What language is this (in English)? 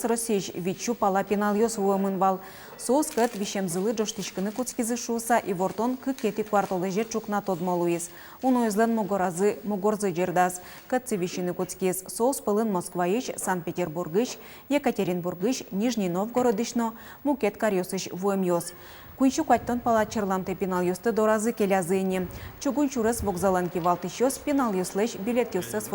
Udmurt